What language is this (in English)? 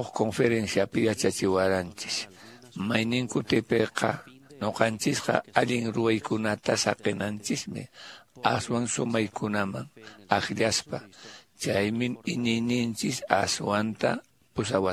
Quechua